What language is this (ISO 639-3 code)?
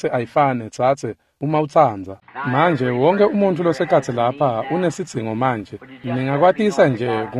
ssw